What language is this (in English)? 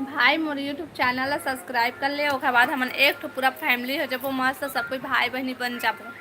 Chhattisgarhi